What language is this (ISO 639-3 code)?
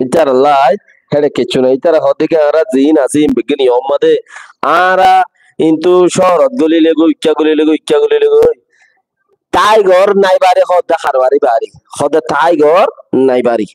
rhg